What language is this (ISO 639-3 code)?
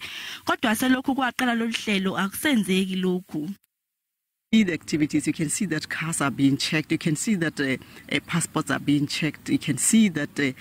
zul